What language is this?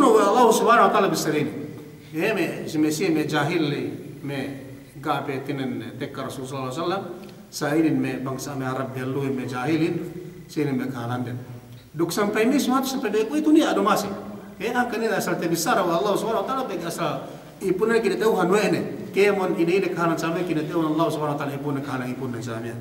Yakan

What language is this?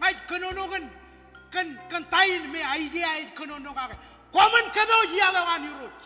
Marshallese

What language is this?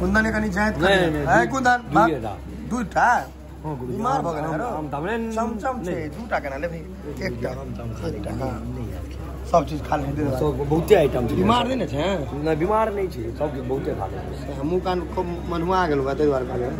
Maithili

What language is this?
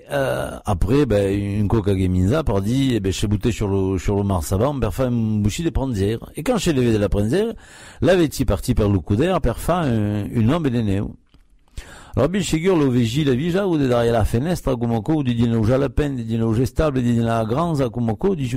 Occitan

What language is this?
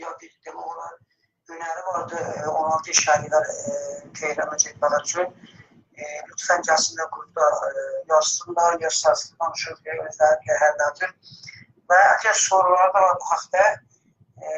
South Azerbaijani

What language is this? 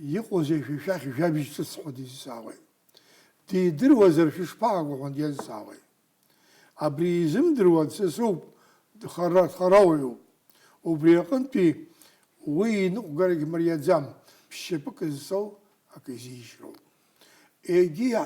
Abkhazian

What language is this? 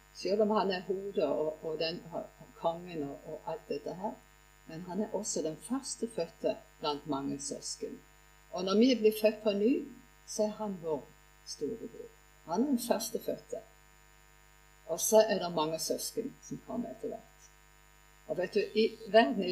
Norwegian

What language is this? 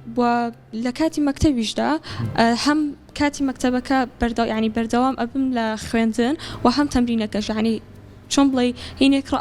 Central Kurdish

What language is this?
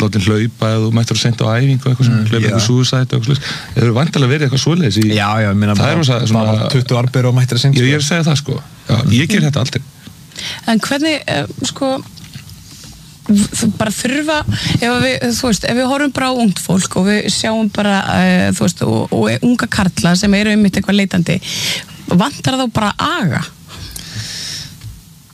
Icelandic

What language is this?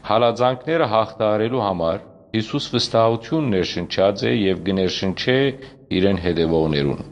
Western Armenian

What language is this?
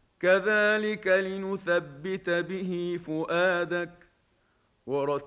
Arabic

